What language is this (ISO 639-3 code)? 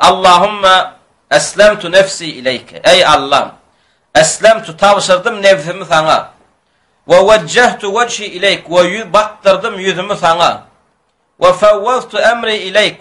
tuk